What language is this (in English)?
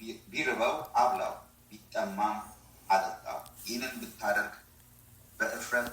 Amharic